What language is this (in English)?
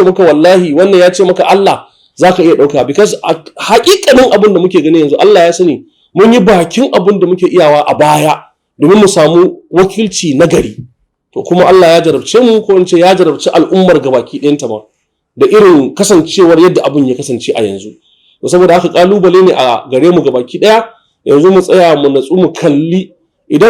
Hausa